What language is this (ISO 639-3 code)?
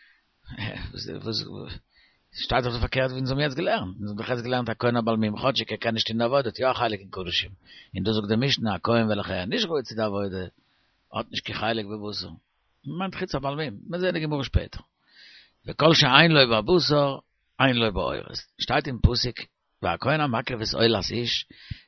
yid